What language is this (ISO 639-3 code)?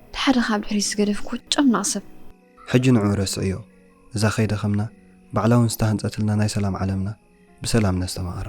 tir